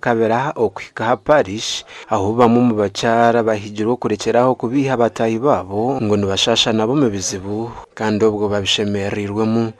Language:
Nyankole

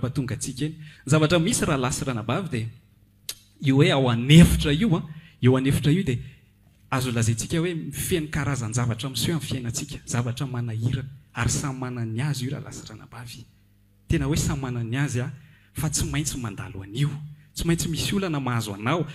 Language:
Malagasy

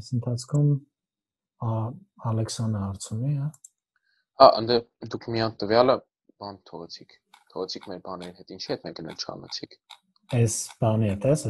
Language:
Armenian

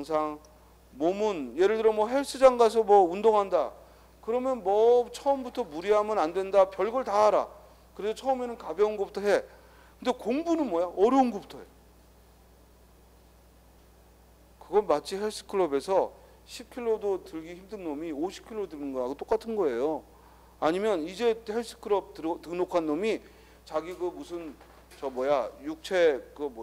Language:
Korean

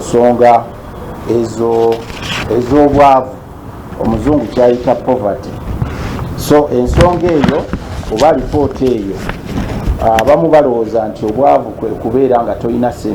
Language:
Ganda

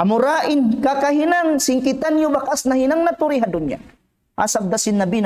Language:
Tausug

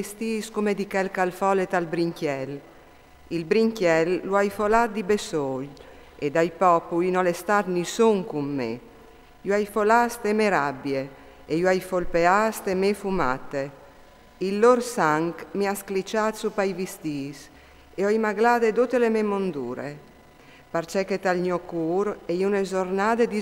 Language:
Friulian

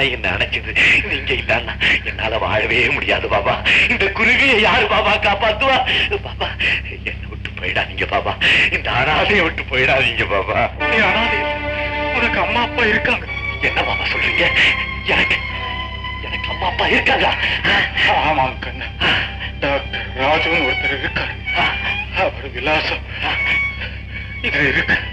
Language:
Tamil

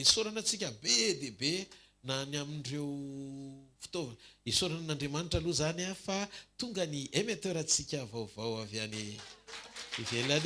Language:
Malagasy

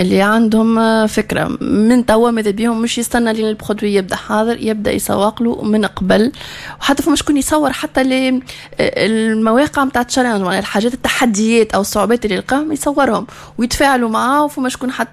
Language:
Tunisian Arabic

